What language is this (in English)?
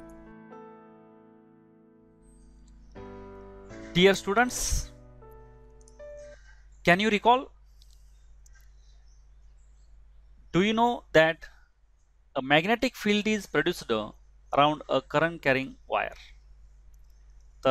Marathi